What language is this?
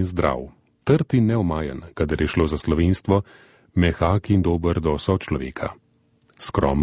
Slovenian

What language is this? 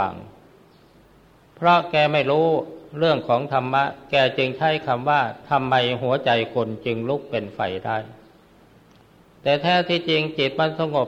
Thai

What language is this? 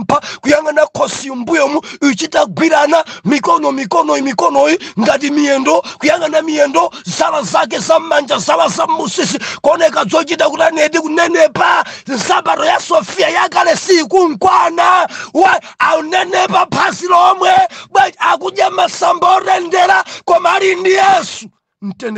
Nyanja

